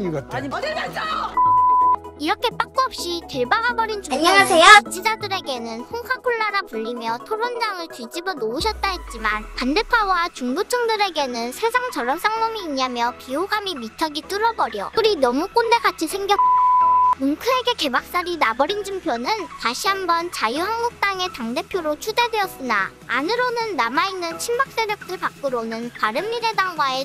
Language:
Korean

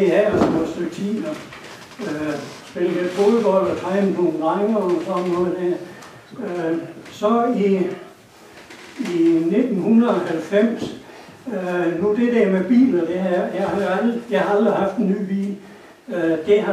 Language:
Danish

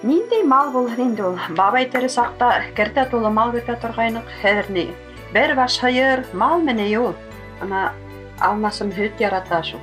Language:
Bashkir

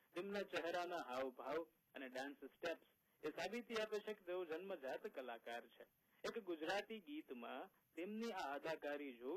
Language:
Gujarati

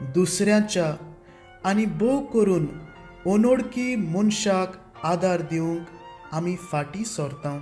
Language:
Konkani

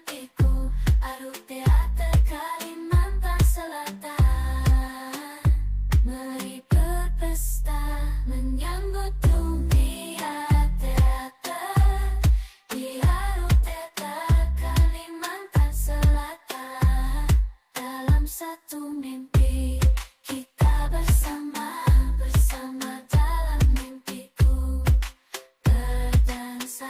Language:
Banjar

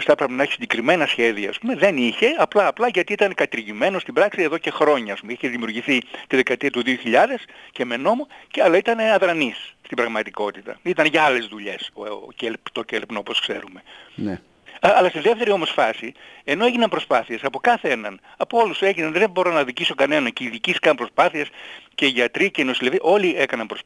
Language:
Greek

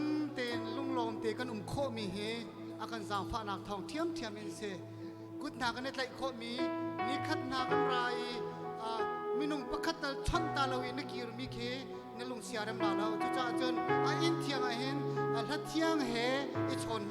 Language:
Falam Chin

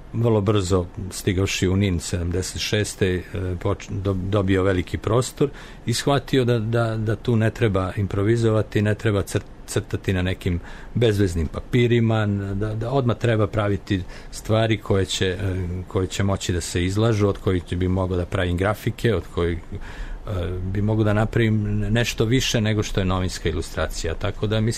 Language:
Serbian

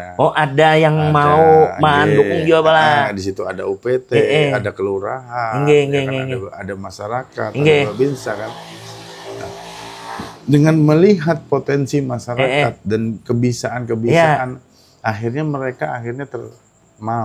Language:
Banjar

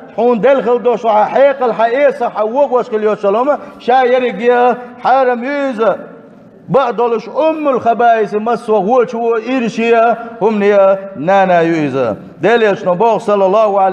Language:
Chechen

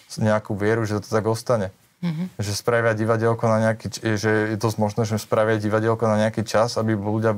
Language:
Slovak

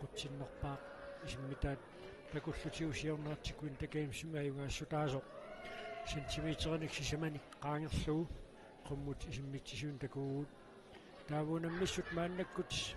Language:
Kalaallisut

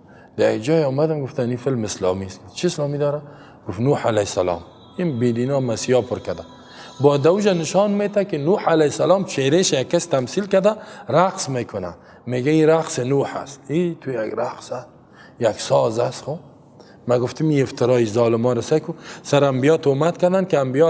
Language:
Persian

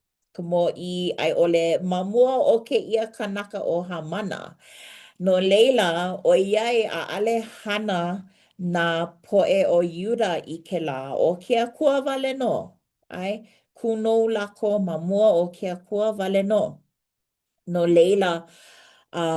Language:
Hawaiian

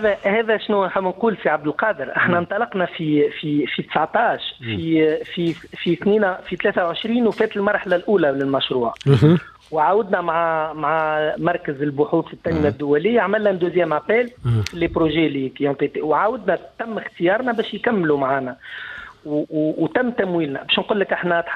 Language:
Tunisian Arabic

